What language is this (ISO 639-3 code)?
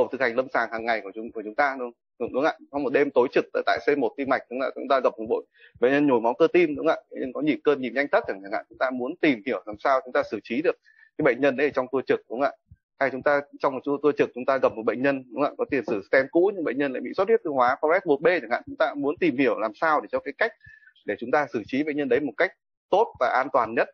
vie